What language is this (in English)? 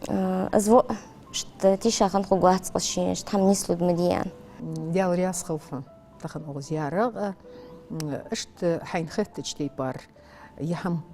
Ingush